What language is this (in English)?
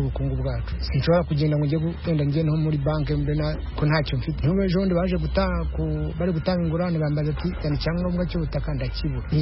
Kinyarwanda